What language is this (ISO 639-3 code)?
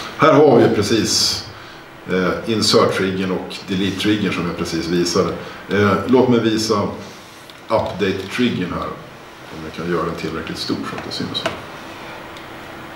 swe